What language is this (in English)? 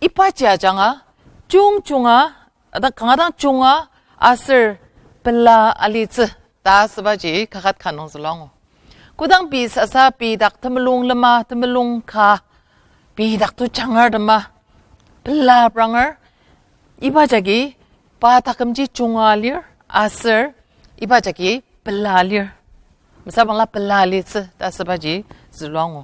Ao Naga